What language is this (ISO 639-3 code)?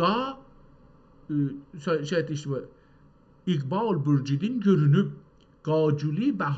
azb